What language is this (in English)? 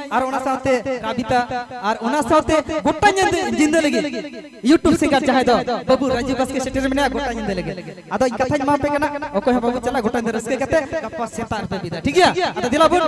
Santali